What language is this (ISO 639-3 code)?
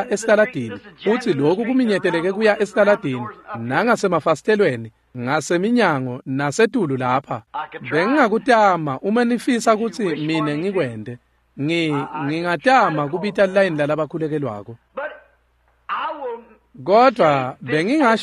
ssw